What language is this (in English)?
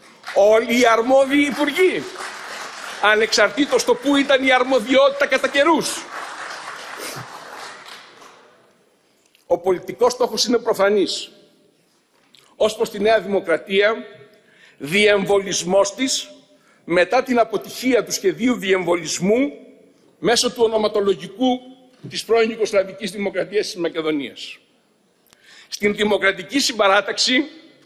Greek